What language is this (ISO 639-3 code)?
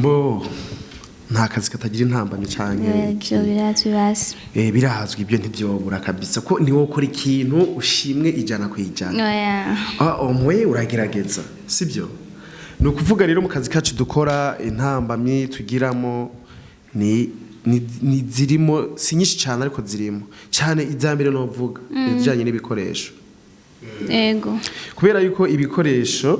run